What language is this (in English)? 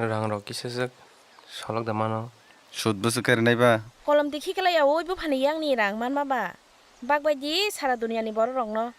Kok Borok